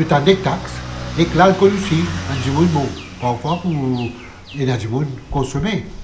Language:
Morisyen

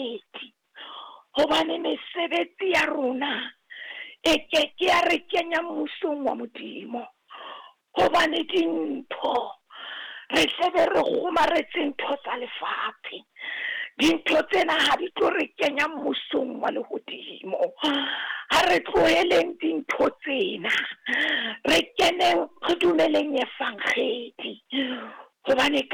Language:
Southern Sotho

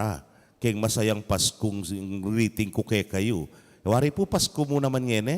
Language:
Pampanga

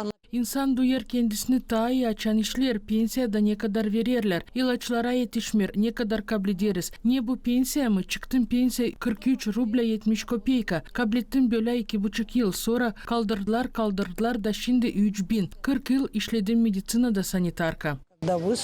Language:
Gagauz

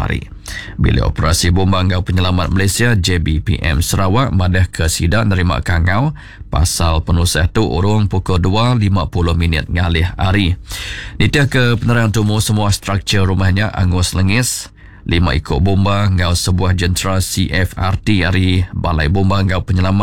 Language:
Iban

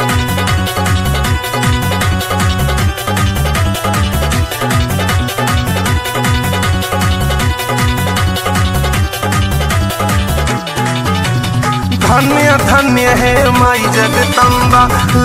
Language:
Bhojpuri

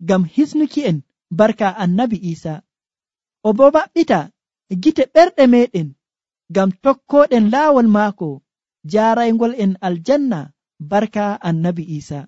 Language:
Nigerian Fulfulde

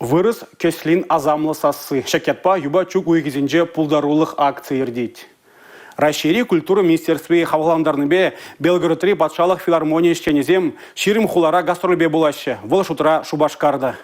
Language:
Chuvash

